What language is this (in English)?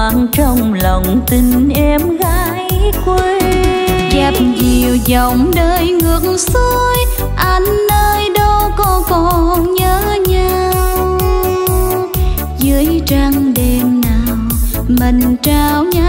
Vietnamese